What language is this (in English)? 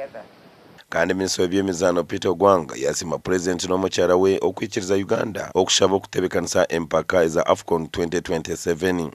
Nyankole